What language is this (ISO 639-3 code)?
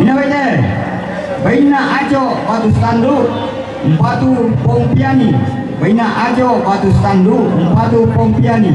sda